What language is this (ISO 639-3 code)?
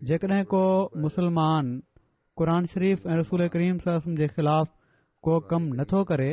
snd